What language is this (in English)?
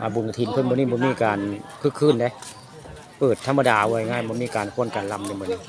Northeastern Thai